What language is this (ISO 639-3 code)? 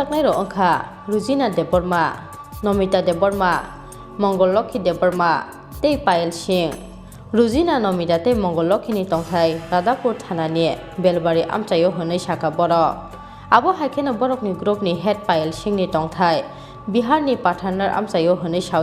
trp